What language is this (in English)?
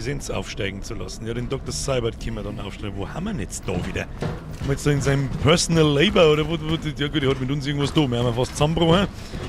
Bavarian